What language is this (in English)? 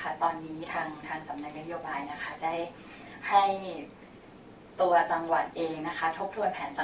Thai